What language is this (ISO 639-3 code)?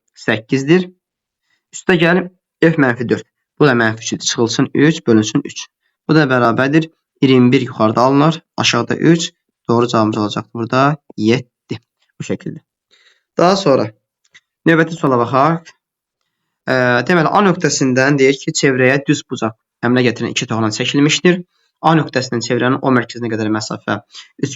aze